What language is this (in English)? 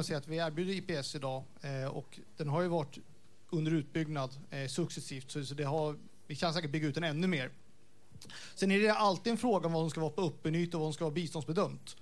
Swedish